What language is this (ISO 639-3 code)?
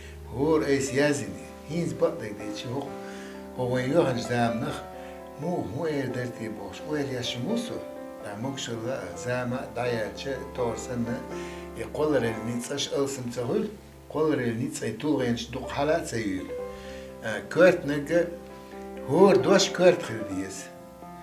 che